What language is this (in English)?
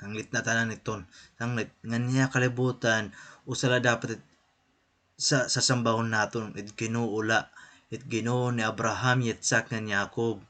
Waray